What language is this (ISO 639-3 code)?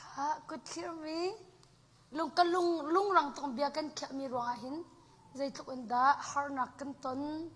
cnh